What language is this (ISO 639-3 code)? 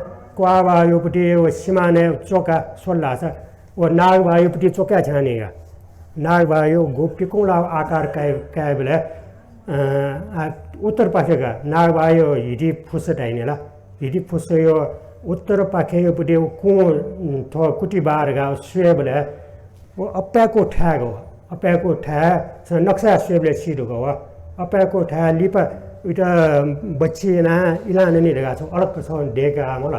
new